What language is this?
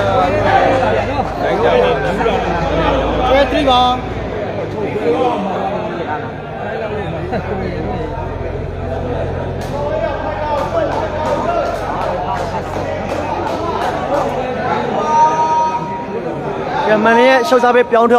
Burmese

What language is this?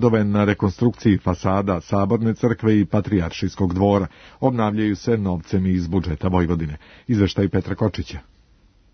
Serbian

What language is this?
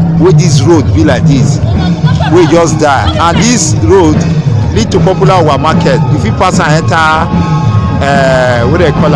Nigerian Pidgin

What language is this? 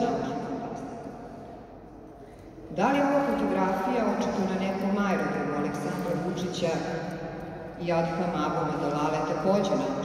Serbian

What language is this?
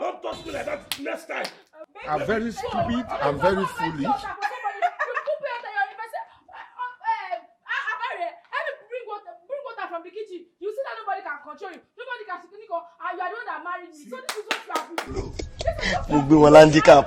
Nigerian Pidgin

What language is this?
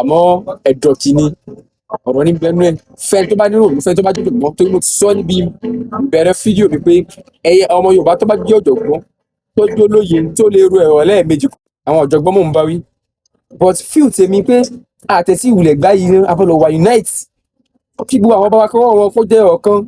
Yoruba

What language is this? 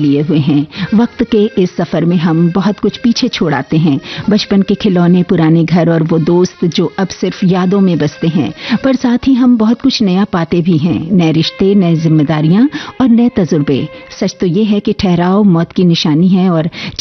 Hindi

